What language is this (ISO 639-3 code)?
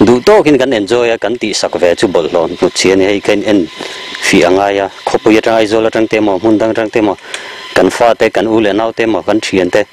lus